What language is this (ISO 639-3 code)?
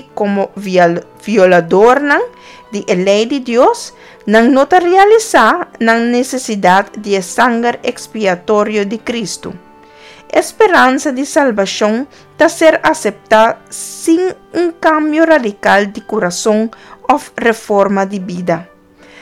pap